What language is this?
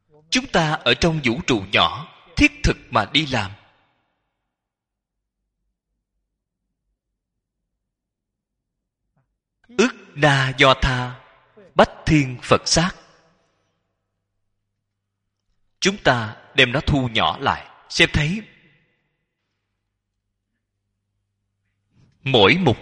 Vietnamese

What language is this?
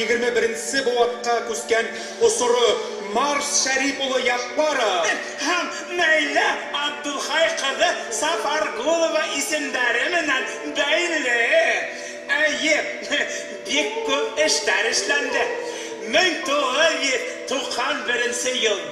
Bashkir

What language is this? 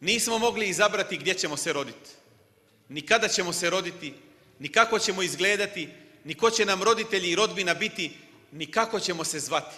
Bosnian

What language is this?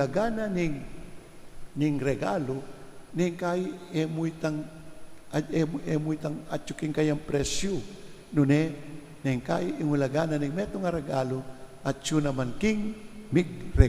Pampanga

